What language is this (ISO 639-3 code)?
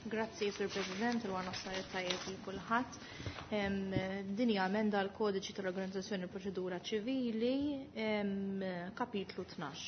mlt